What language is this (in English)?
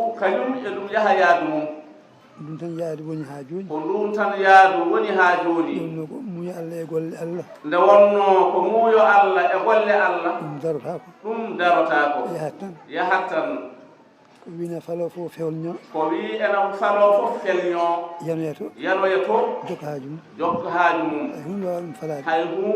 Fula